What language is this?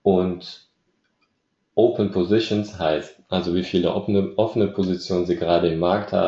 German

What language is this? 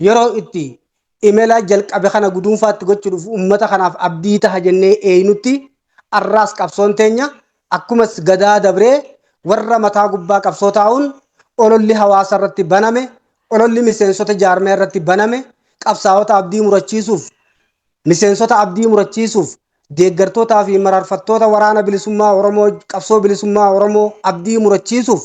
Oromo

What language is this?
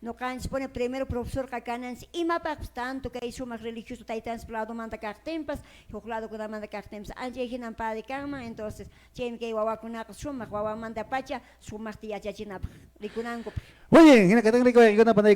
Quechua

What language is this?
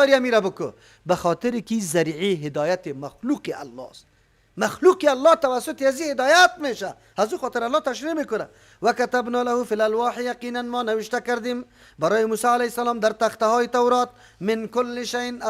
Persian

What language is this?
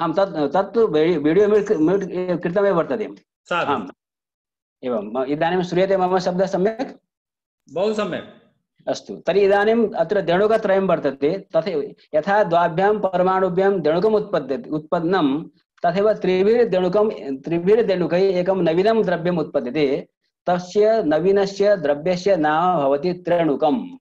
Sanskrit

